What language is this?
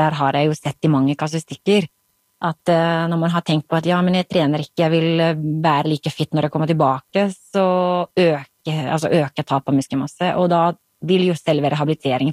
Norwegian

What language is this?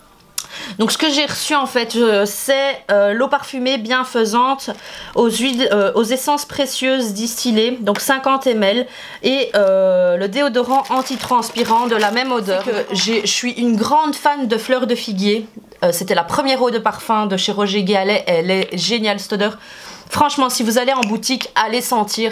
French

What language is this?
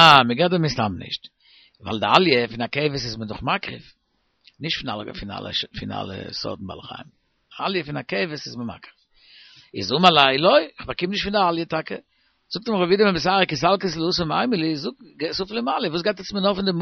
Yiddish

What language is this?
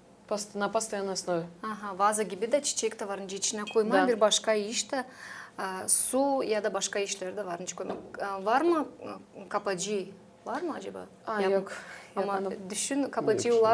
Gagauz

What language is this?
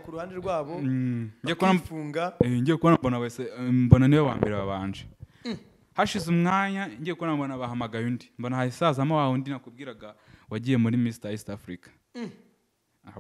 Kinyarwanda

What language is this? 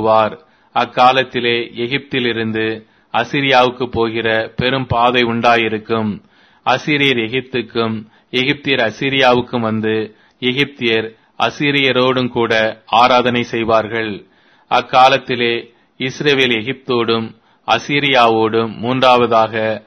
Tamil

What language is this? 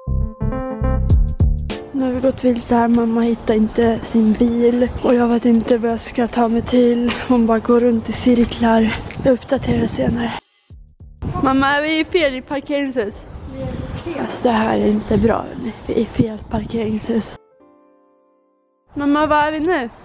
Swedish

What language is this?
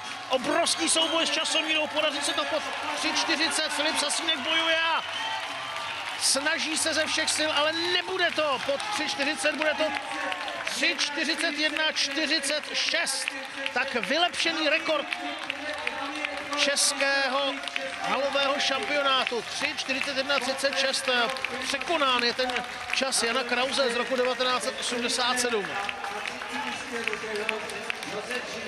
Czech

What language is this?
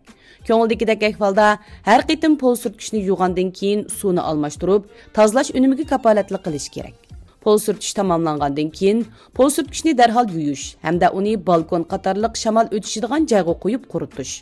Uyghur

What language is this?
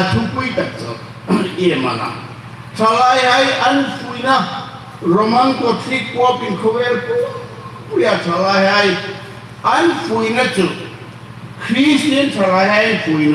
Hmar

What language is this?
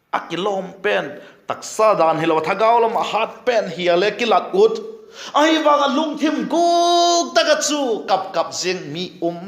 Vaiphei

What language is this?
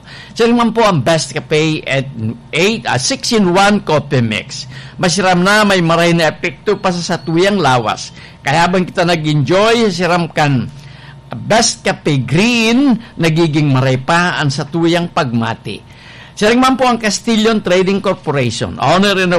Bikol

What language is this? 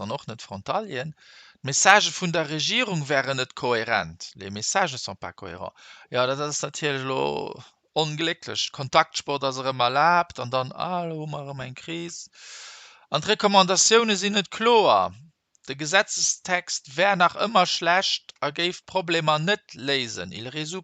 Luxembourgish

